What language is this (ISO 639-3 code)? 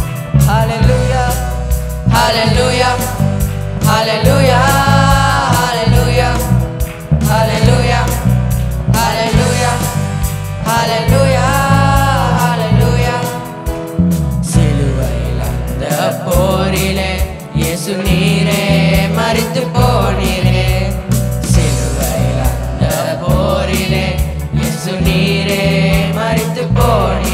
tam